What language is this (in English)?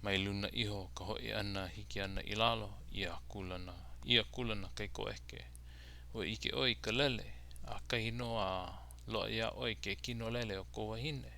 Hawaiian